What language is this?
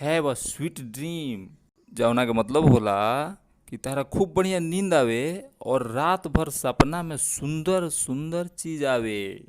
Bhojpuri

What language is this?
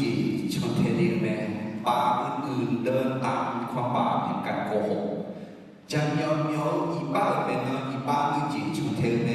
Akha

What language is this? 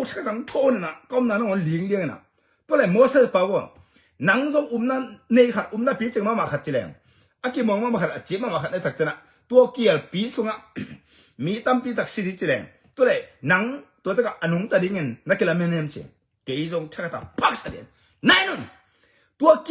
Tedim Chin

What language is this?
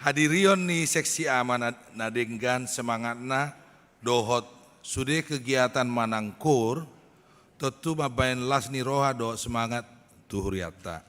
Batak Toba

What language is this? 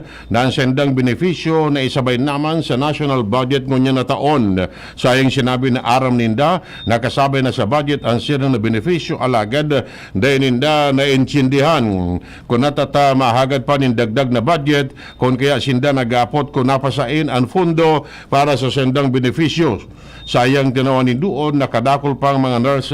Bikol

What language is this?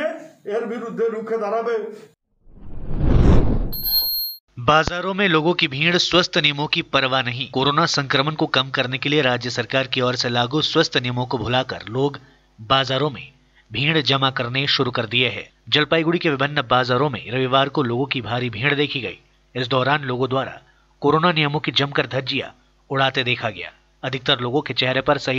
Hindi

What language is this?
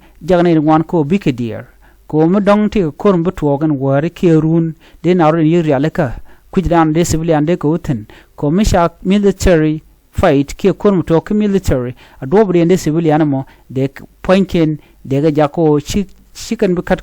Nuer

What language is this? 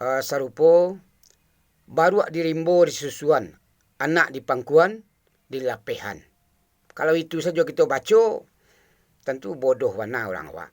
Minangkabau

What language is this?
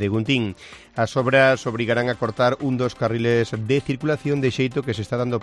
Galician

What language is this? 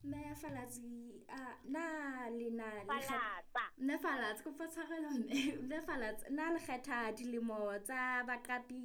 Southern Sotho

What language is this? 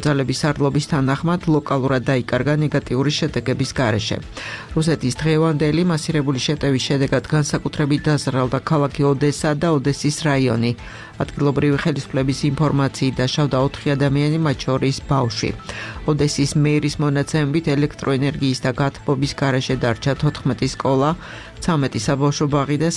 Georgian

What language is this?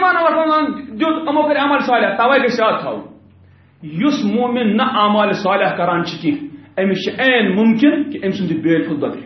Kashmiri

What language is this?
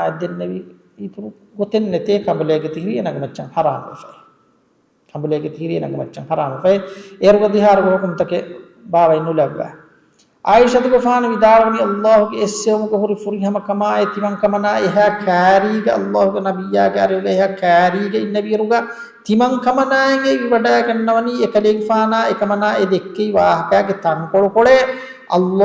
Divehi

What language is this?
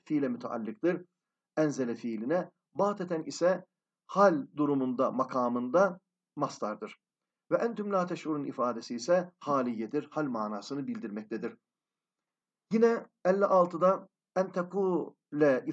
Turkish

